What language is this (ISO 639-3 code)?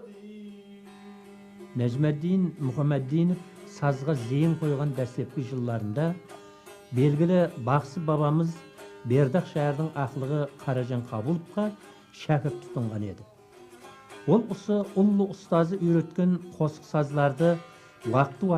kaa